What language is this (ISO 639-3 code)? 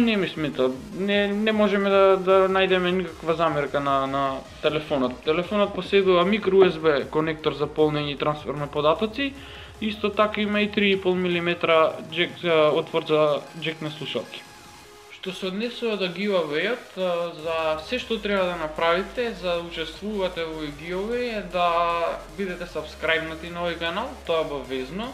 mkd